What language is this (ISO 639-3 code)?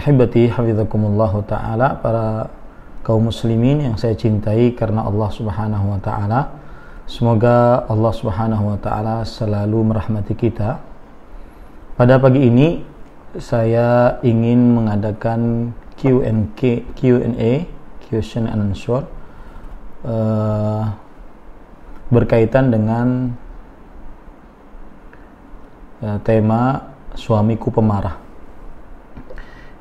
ind